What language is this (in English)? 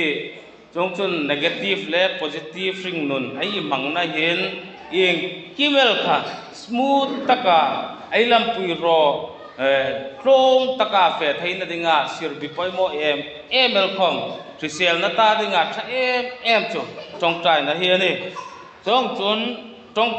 Hmar